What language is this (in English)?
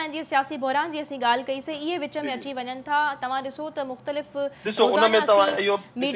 Sindhi